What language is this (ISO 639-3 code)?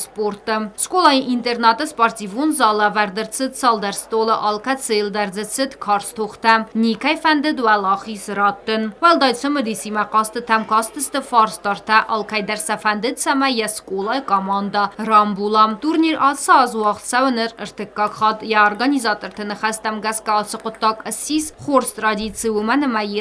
oss